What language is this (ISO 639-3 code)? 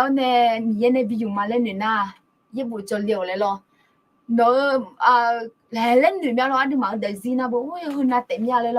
ahk